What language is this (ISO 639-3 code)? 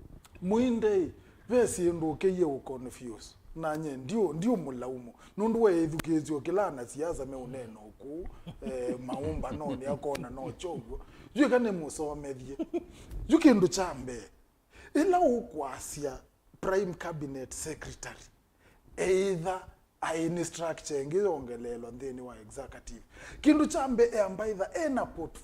kam